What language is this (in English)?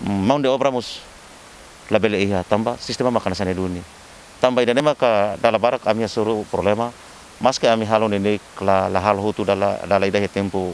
Tetum